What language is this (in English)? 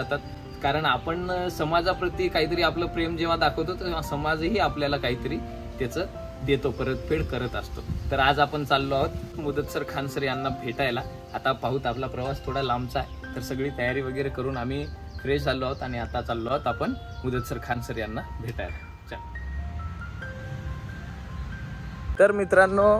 Marathi